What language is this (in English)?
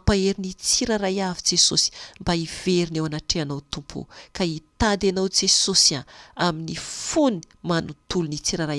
Malagasy